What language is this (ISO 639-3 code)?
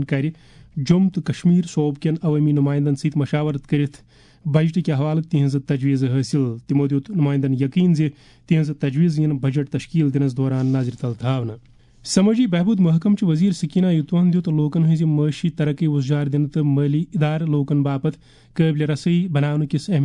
kas